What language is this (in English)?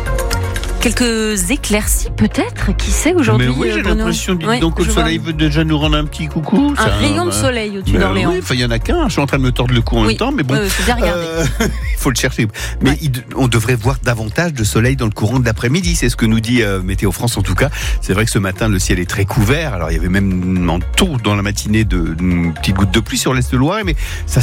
French